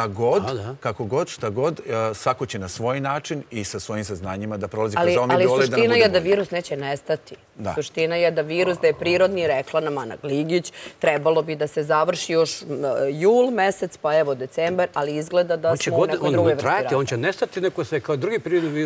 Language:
Serbian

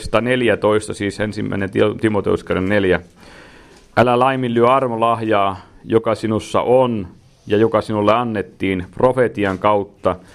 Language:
Finnish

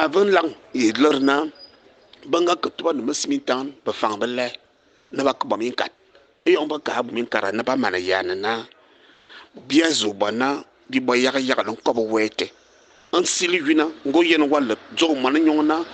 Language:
Fang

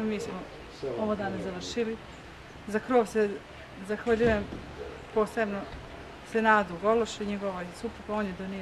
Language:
Bosnian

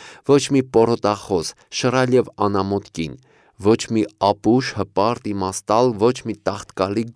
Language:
Armenian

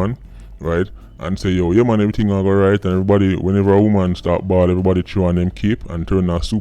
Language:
Jamaican Creole English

